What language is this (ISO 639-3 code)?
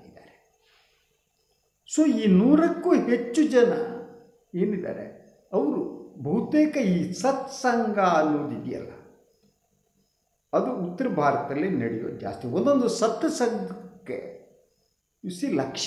kan